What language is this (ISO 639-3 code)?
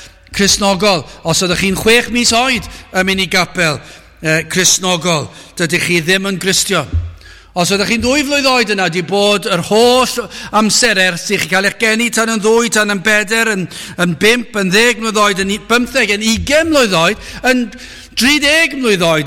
cym